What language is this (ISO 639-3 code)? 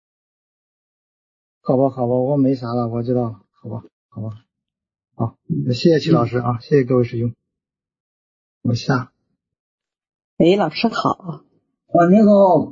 zho